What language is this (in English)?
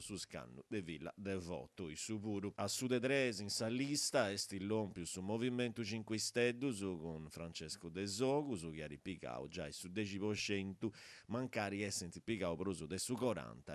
Sardinian